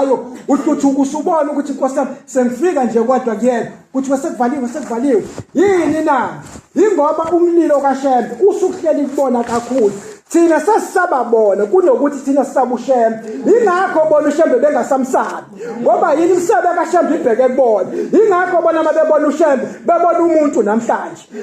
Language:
Zulu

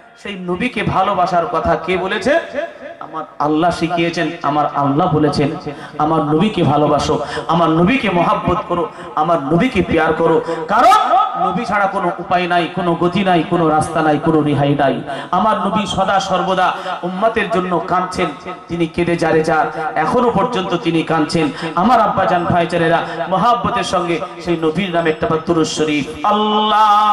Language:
Bangla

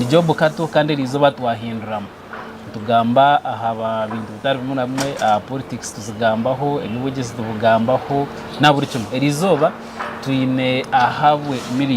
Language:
Nyankole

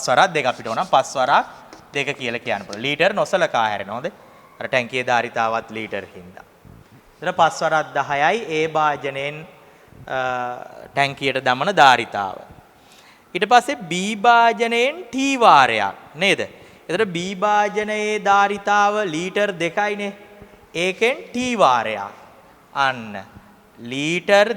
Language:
Sinhala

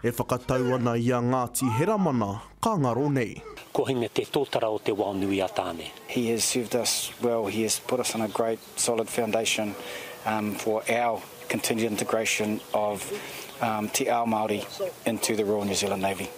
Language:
Māori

